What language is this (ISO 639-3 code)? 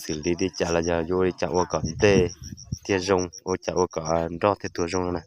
hmn